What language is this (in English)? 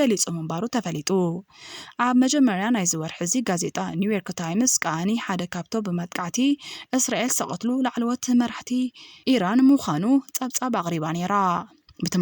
Tigrinya